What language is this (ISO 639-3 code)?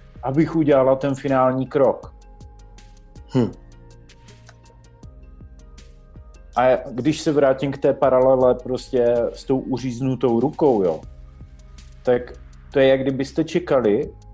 ces